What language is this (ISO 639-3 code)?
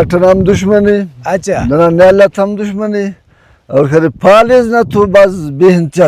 brh